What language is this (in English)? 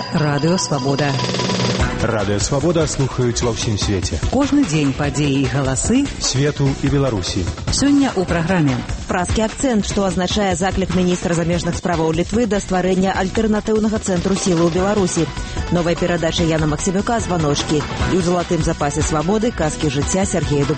Belarusian